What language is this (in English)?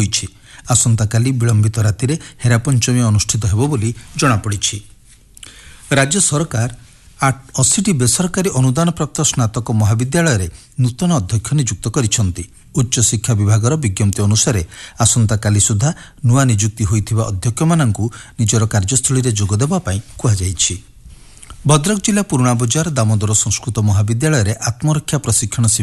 Odia